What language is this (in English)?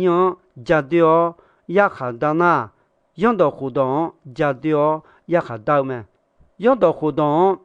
Akha